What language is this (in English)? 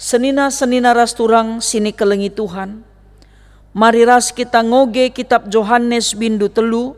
Batak Karo